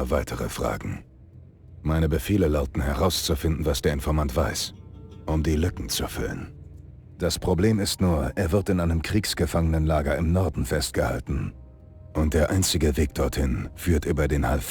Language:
Bavarian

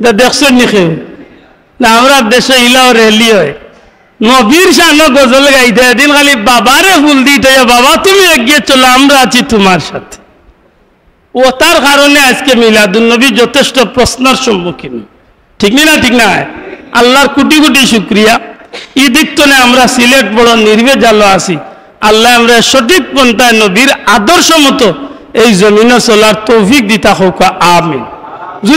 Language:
Sylheti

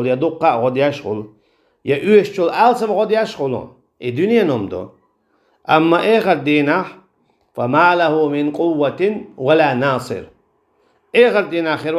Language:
Chechen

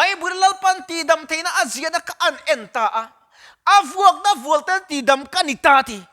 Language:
Mizo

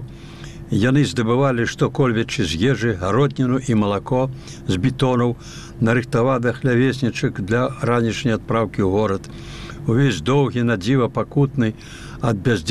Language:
Belarusian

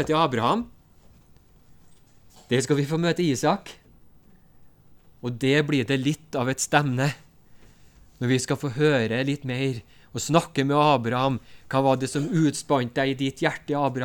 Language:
Norwegian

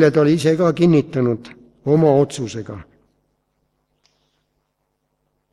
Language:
Estonian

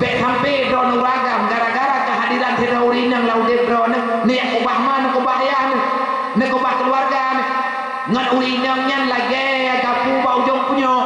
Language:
Achinese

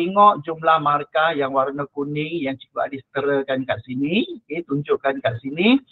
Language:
Malay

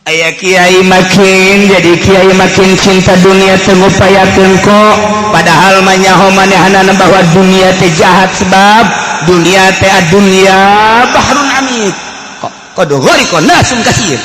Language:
Sundanese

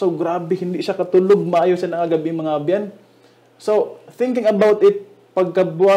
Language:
Hiligaynon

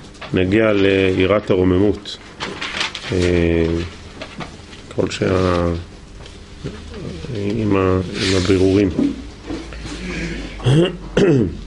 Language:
Hebrew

